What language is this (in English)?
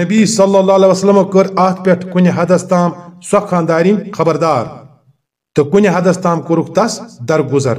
Kashmiri